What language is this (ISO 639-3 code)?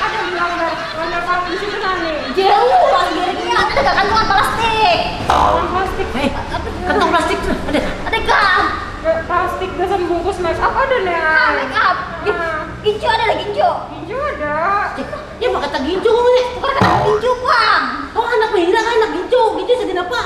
bjn